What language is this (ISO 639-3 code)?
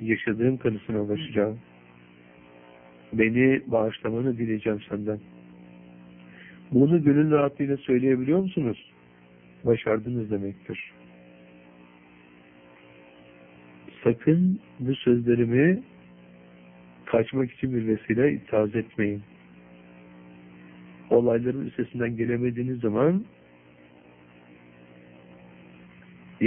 tur